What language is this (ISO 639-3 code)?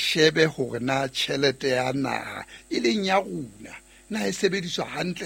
sot